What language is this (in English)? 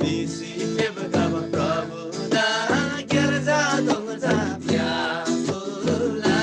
Eastern Tamang